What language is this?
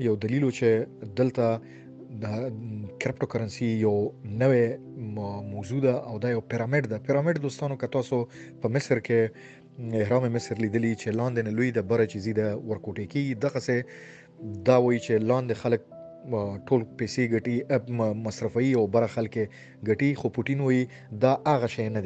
Pashto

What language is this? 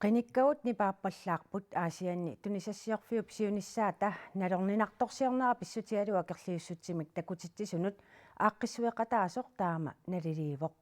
Kalaallisut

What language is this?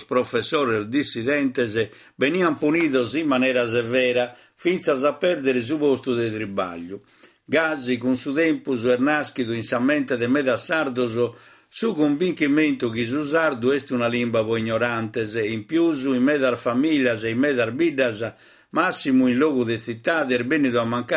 Sardinian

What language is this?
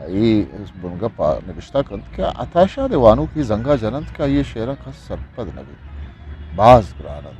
Eastern Balochi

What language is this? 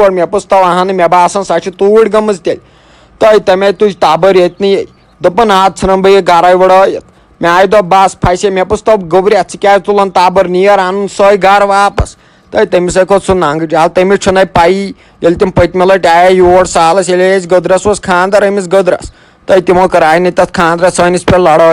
Kashmiri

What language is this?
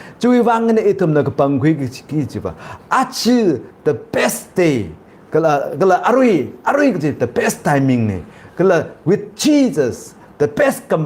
Tangkhul Naga (India)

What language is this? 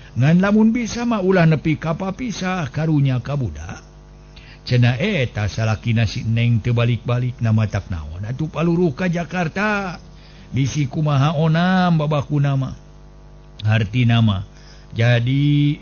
Sundanese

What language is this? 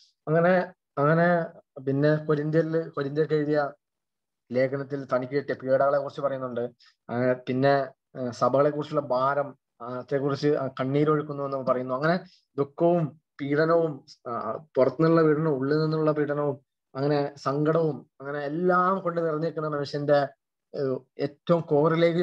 Malayalam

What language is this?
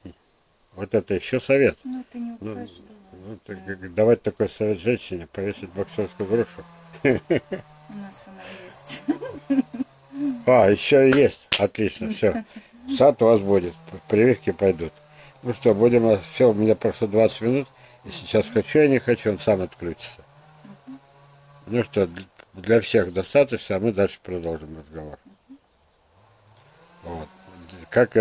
Russian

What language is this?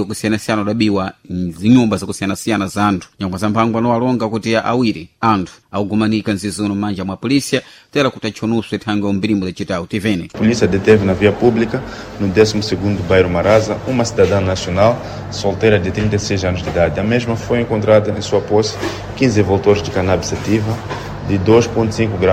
Sena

